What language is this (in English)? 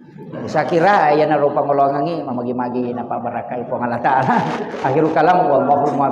Buginese